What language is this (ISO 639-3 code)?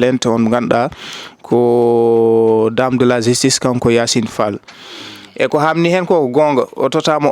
ful